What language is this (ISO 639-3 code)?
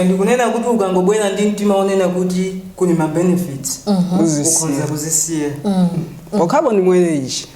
nya